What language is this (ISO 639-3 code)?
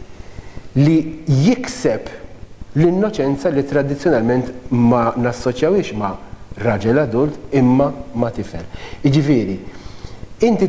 mlt